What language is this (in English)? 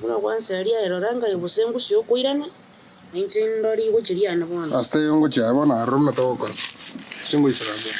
Gusii